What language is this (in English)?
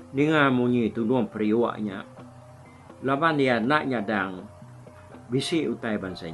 Iban